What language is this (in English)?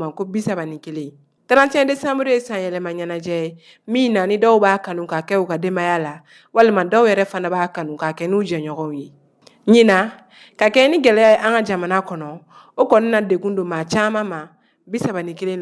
Bambara